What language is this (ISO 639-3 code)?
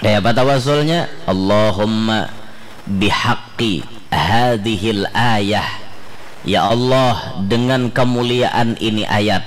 bjn